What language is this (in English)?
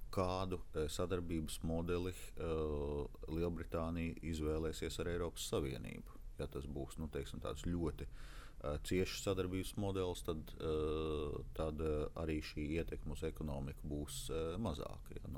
Latvian